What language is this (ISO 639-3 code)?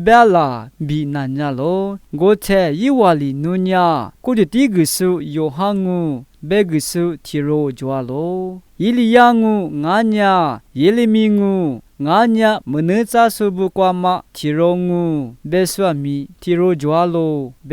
lis